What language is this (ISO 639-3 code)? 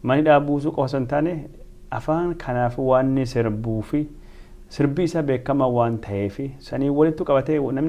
orm